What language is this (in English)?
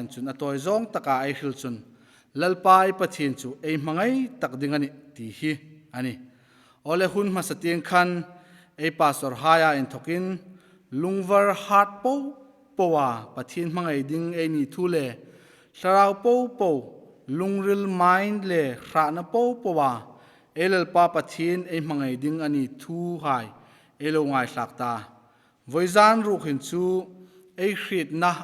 Hmar